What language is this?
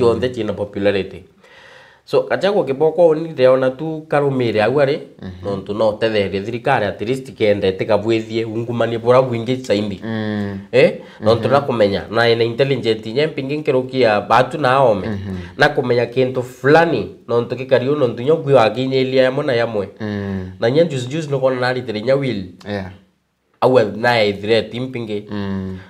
Meru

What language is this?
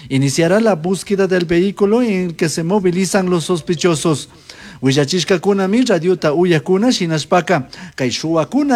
Chimborazo Highland Quichua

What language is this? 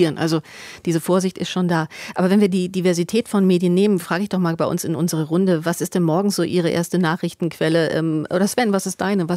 German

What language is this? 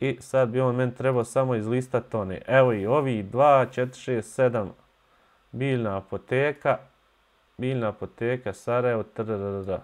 Bosnian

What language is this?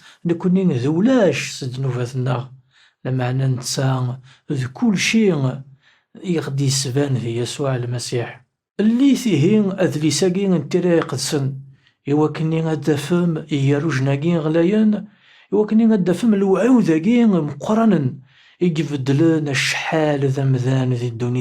Kabyle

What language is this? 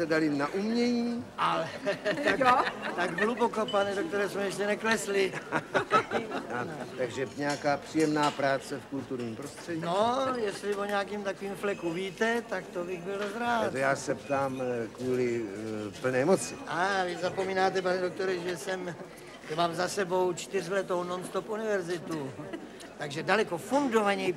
Czech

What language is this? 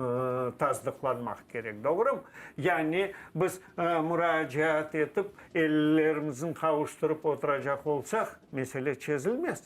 Crimean Tatar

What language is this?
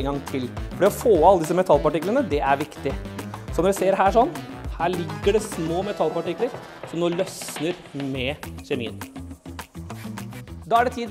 Norwegian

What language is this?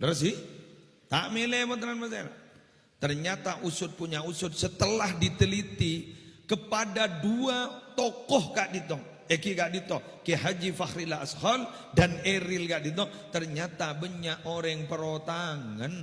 Madurese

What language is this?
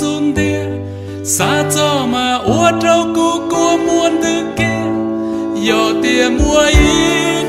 Hmong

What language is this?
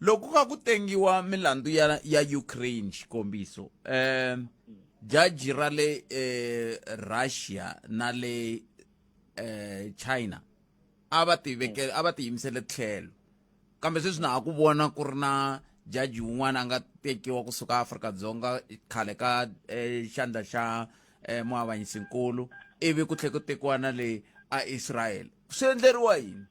Tsonga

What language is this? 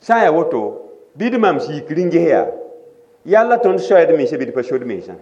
Mossi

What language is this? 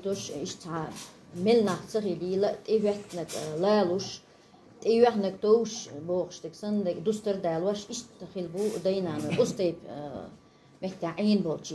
Chechen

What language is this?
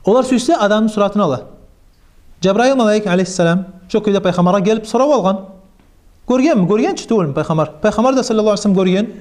Kumyk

